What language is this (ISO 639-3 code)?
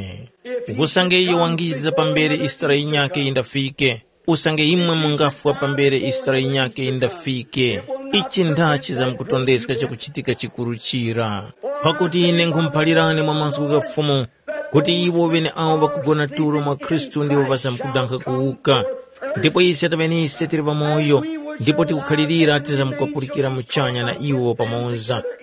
tum